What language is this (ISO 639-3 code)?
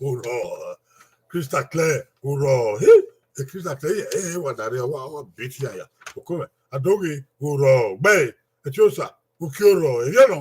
bin